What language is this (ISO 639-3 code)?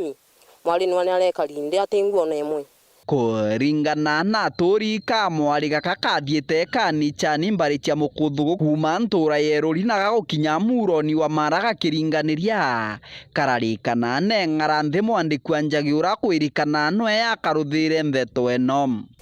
mer